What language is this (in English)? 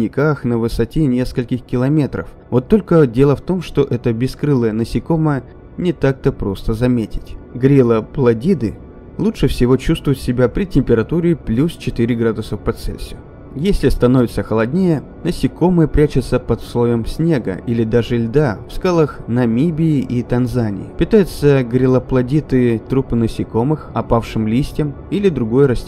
Russian